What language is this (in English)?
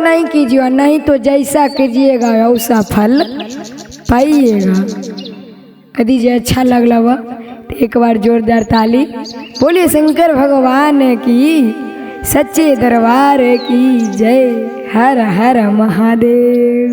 Magahi